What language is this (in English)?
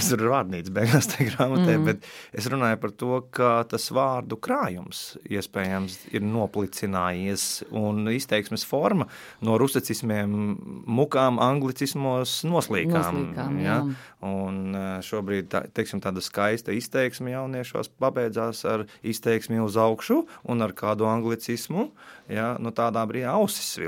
Latvian